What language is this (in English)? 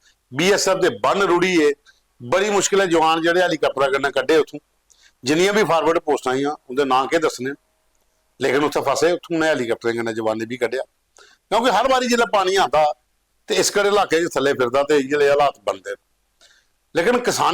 Dogri